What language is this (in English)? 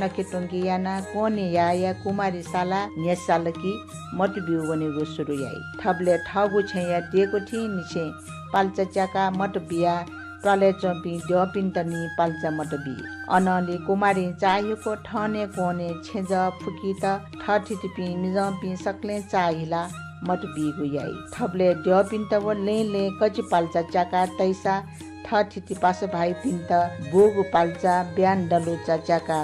Newari